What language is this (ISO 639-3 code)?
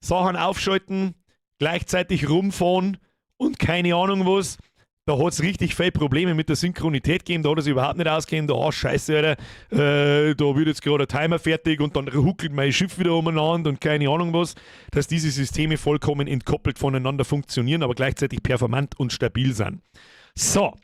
bar